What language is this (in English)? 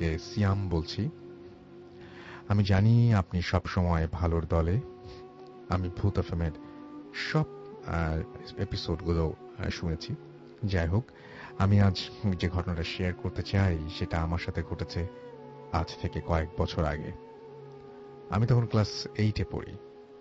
Bangla